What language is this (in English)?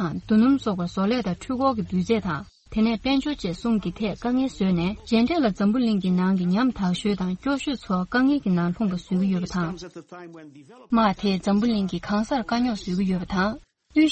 Tibetan